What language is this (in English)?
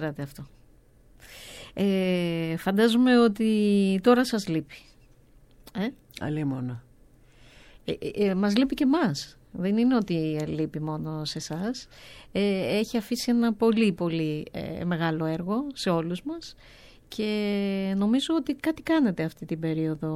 Greek